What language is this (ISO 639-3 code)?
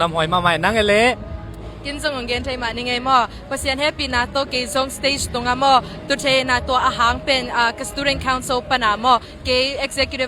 ctd